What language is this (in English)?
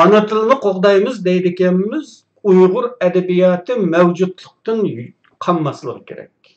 Uyghur